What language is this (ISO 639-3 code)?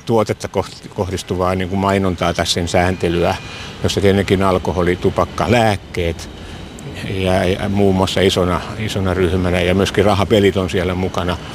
fin